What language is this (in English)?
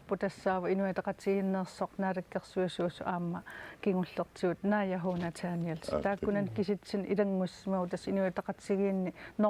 Kalaallisut